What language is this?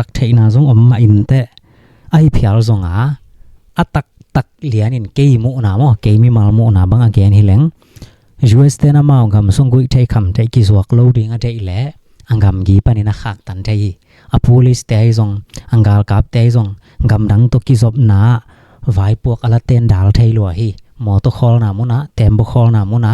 Tedim Chin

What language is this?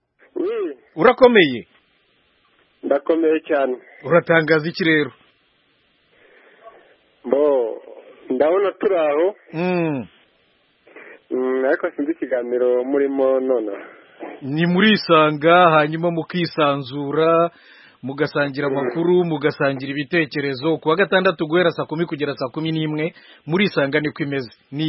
Kinyarwanda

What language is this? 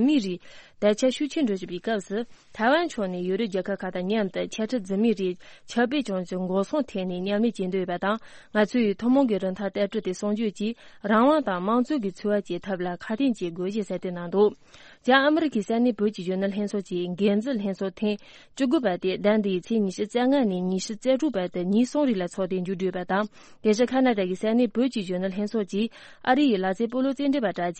Tibetan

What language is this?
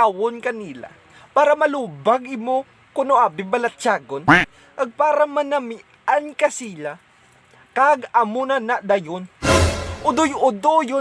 Hiligaynon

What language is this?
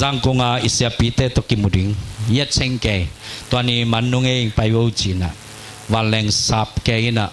Tedim Chin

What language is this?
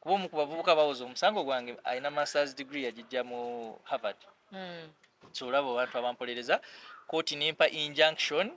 Ganda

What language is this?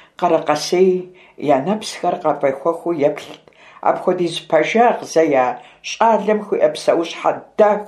Kabardian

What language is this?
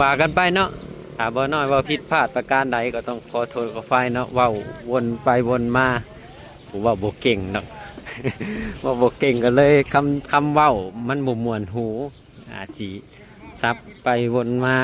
Lao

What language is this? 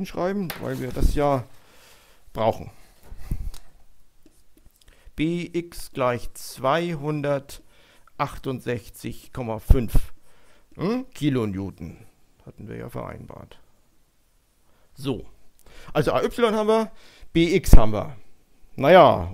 German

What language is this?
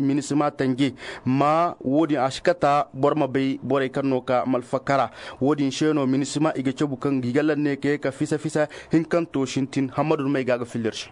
Zarma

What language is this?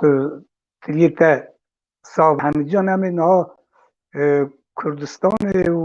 Kurdish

